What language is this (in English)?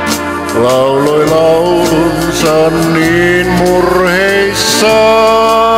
Finnish